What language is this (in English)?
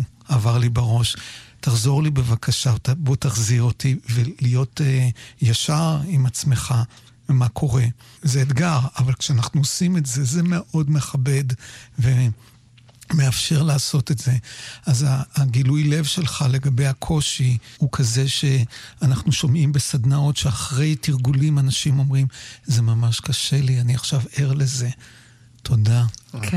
Hebrew